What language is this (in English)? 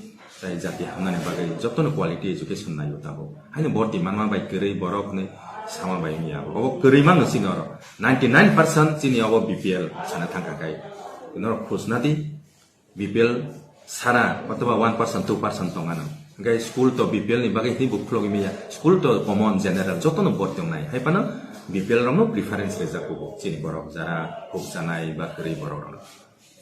Kok Borok